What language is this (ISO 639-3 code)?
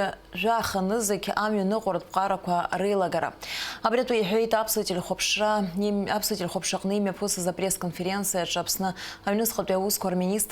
abk